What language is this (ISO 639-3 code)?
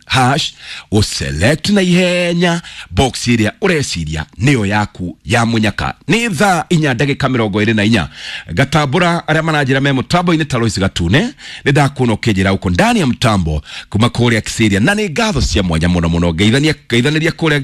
kik